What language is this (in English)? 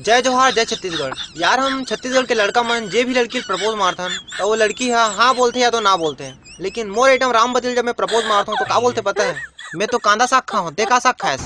Chhattisgarhi